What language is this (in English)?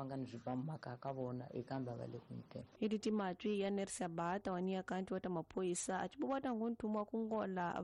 Tsonga